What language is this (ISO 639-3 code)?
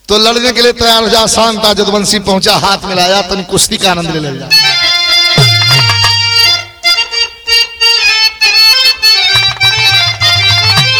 bho